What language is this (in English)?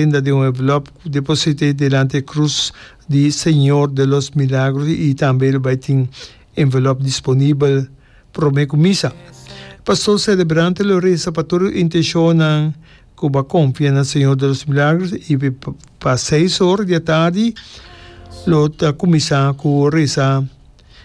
Papiamento